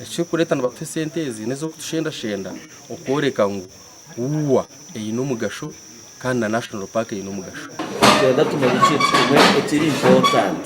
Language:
Nyankole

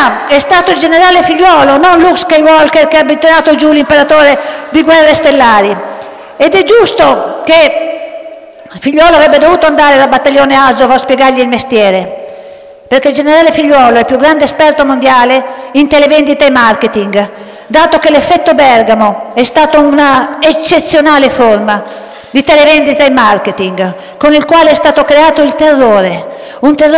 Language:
Italian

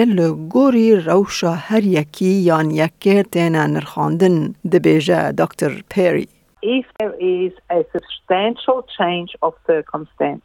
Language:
Kurdish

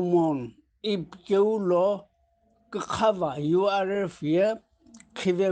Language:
Sumi Naga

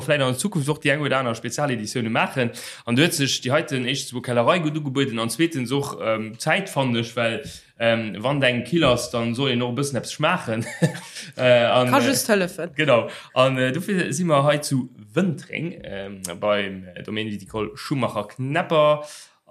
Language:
Luxembourgish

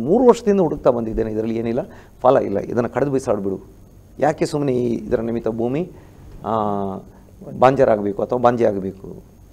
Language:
Kannada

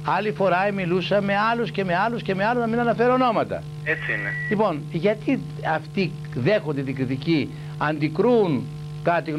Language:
Greek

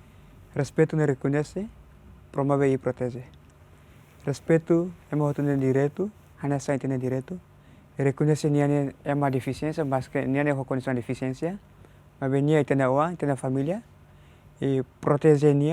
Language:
Tetum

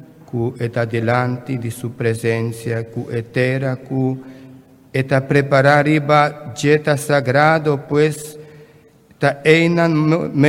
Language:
Papiamento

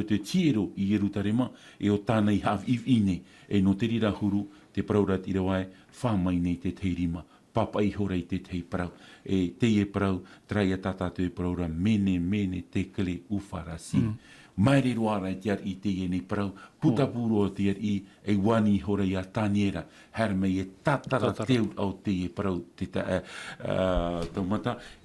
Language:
Tahitian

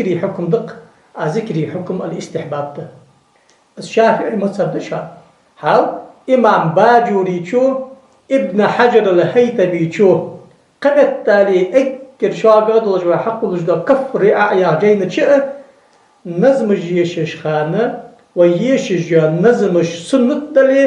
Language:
Ingush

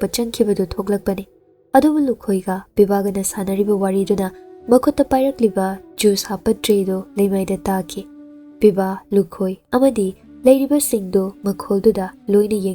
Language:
Manipuri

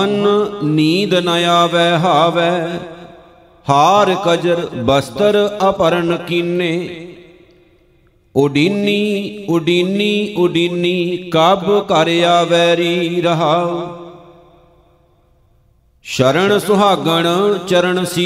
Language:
Punjabi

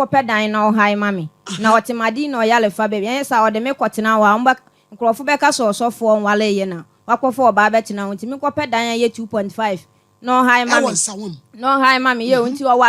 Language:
Akan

